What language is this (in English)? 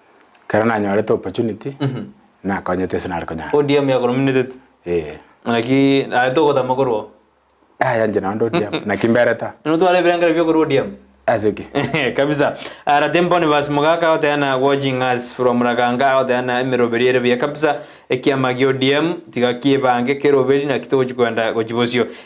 Gusii